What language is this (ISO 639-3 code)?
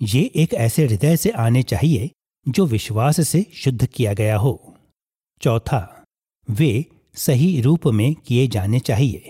hin